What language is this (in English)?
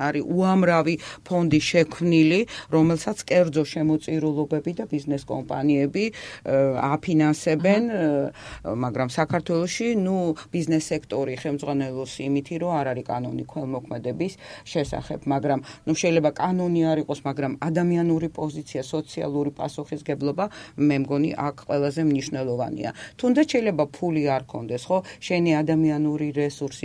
Georgian